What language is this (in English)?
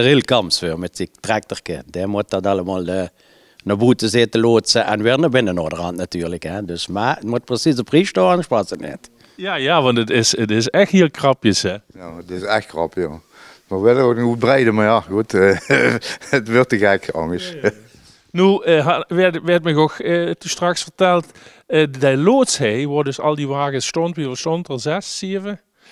Limburgish